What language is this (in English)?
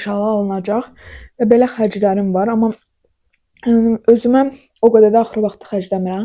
Azerbaijani